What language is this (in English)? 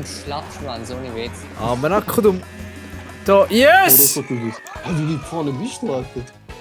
Swiss German